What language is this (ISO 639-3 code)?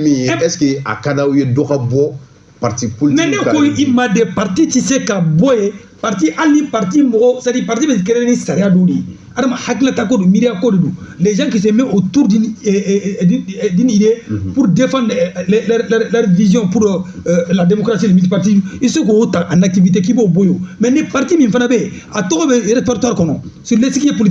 bam